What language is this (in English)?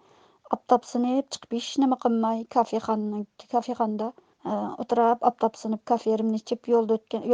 Uyghur